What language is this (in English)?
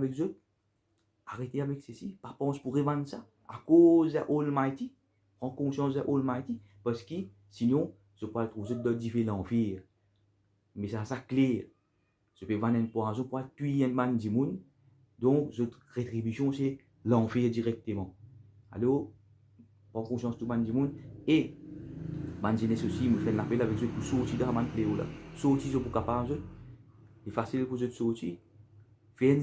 Morisyen